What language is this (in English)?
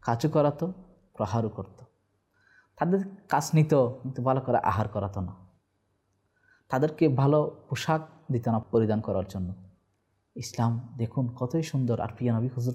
Bangla